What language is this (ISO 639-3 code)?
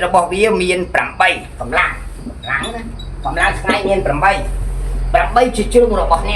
khm